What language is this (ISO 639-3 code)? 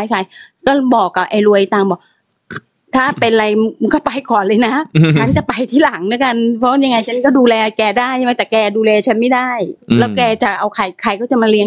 tha